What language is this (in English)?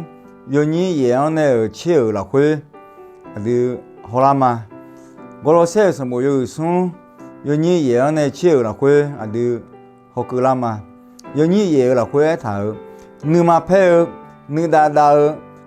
Akha